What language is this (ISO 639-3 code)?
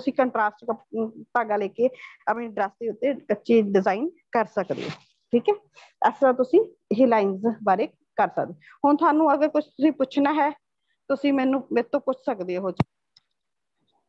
pan